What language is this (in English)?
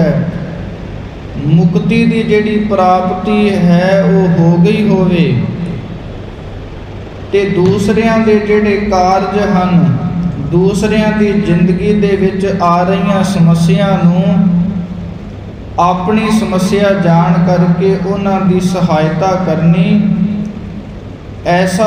Punjabi